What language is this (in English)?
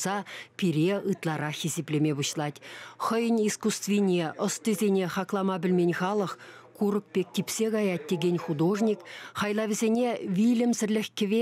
Chuvash